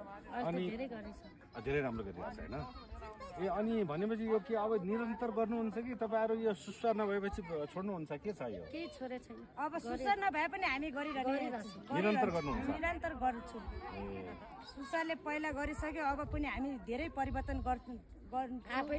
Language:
Nepali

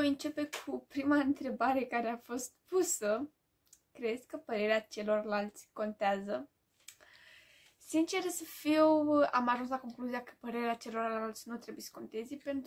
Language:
Romanian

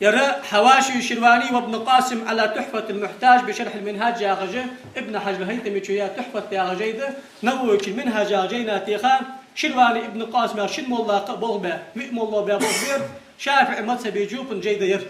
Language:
Ingush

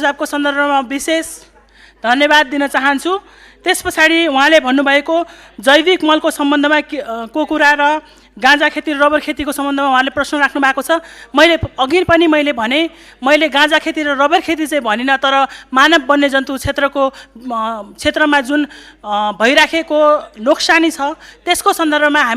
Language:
Nepali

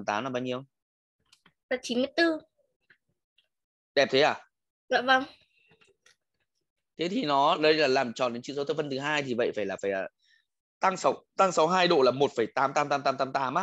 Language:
Vietnamese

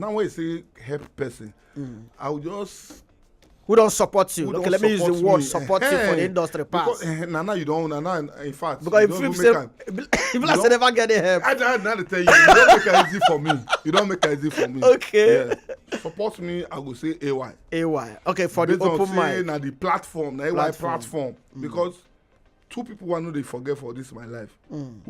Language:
Nigerian Pidgin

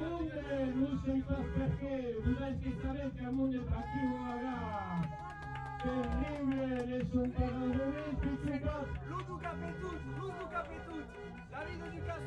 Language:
Occitan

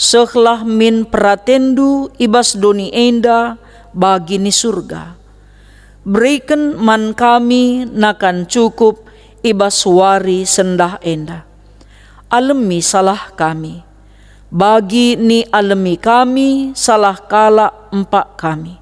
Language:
Batak Karo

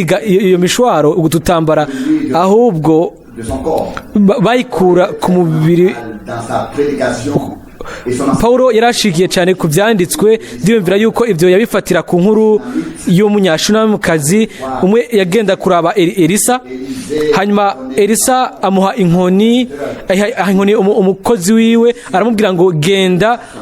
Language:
Rundi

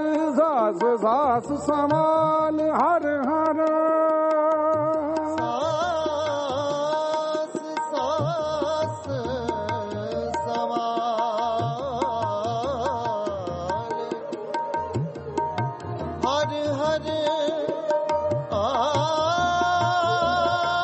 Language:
Punjabi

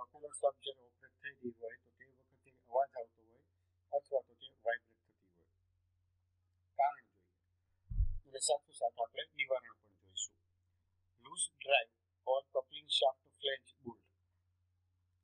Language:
Gujarati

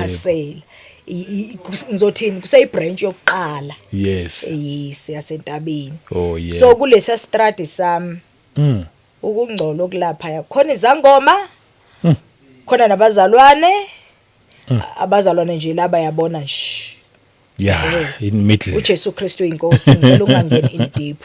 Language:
Zulu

